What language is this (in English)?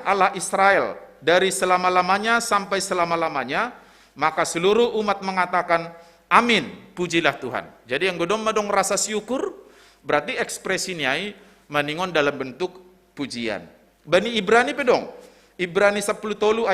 Batak Simalungun